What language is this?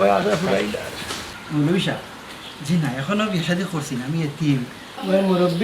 Sylheti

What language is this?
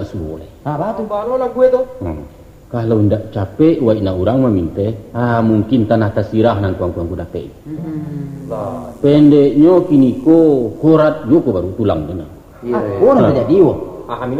Minangkabau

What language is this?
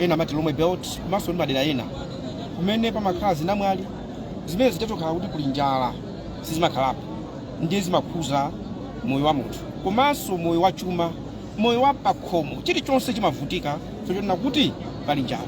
Nyanja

